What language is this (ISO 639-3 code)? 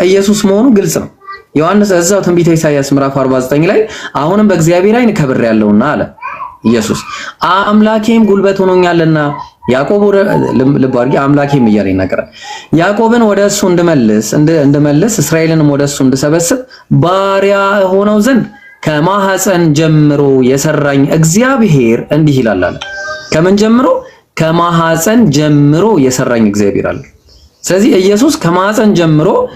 amh